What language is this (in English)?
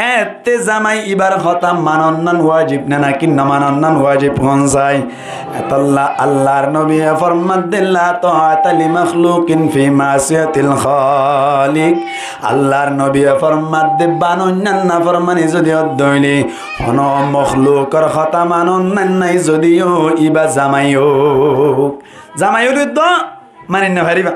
Rohingya